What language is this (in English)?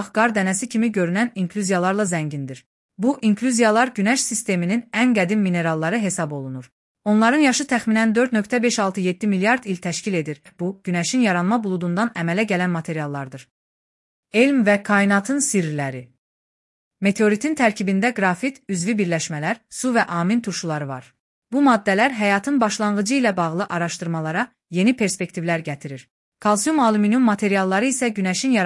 Azerbaijani